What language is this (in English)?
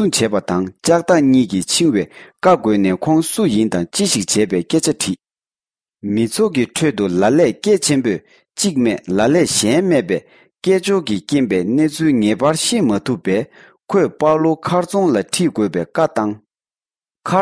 Tibetan